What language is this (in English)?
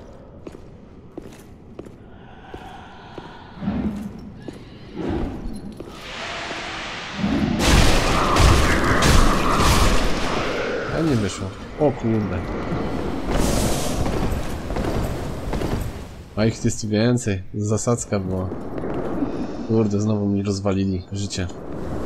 Polish